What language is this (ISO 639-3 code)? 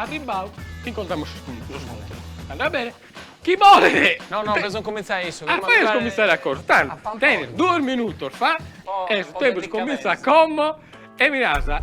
srd